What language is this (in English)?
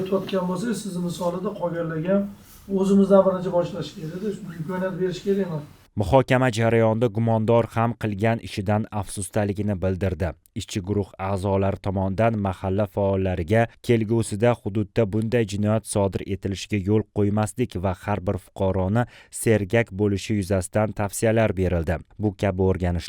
Uzbek